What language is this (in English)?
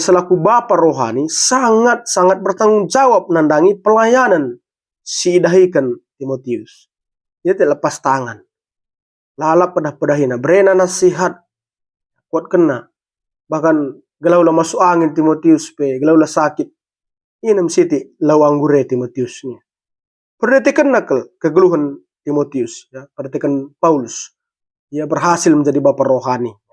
Batak Karo